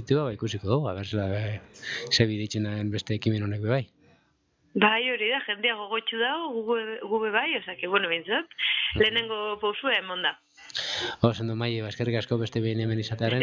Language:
Basque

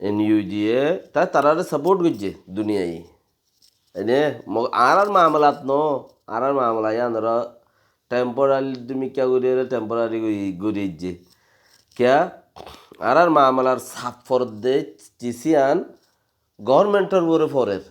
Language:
Rohingya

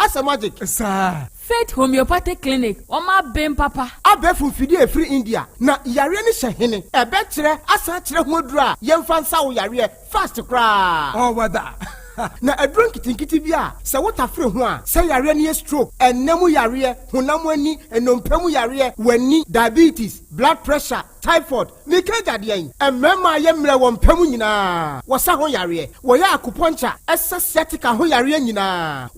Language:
Akan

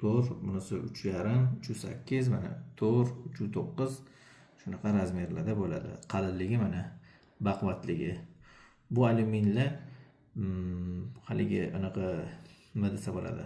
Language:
Uzbek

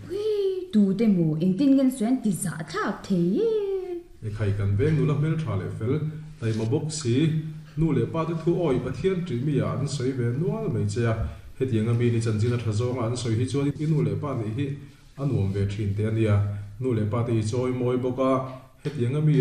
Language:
Mizo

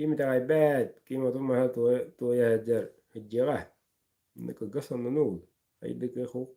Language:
Yakut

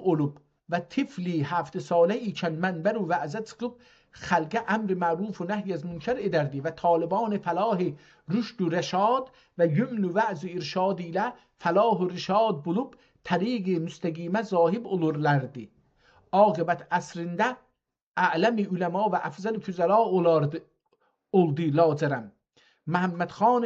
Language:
South Azerbaijani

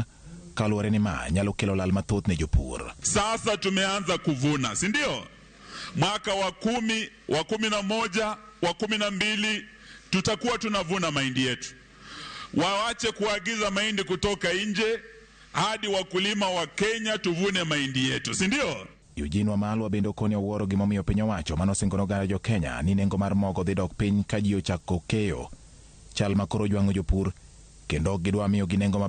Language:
Luo (Kenya and Tanzania)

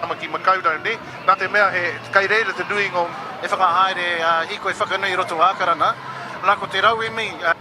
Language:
Māori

